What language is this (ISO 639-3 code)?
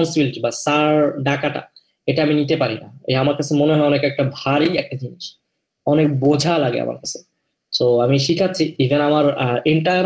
ben